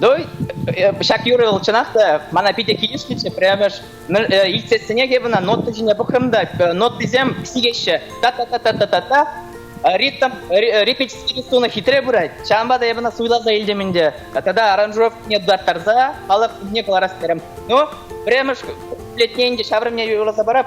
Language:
Chuvash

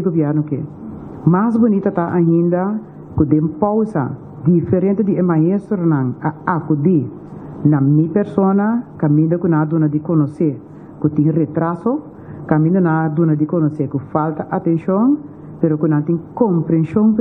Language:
Papiamento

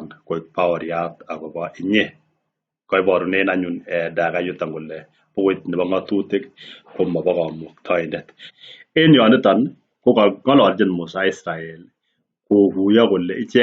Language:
Kalenjin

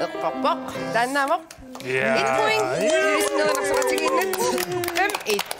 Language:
Kalaallisut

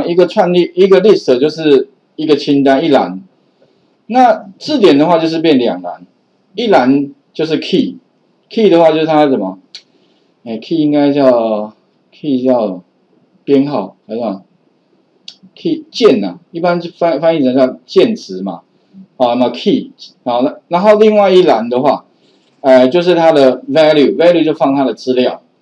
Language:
Chinese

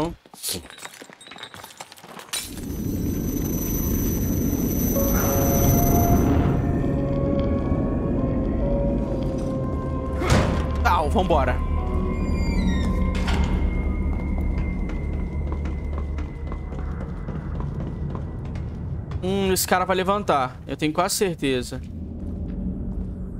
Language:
Portuguese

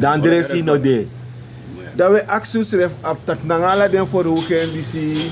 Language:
Sranan Tongo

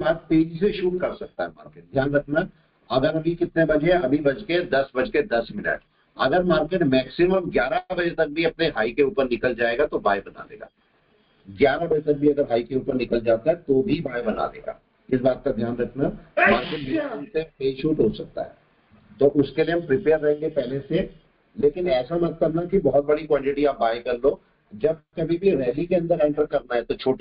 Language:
Hindi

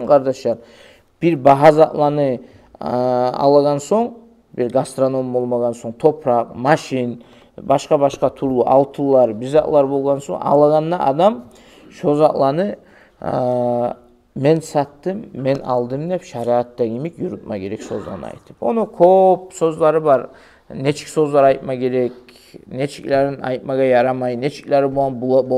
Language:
Kumyk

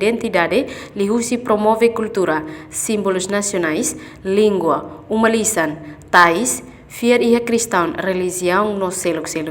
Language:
Tetum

